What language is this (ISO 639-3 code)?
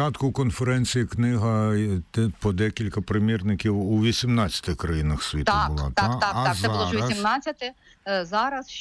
ukr